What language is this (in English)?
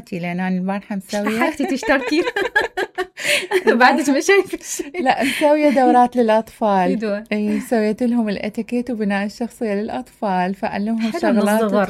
Mesopotamian Arabic